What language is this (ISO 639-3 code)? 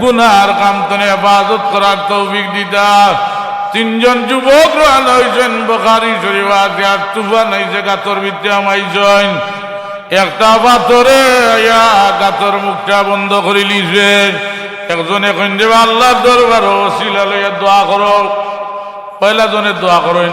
syl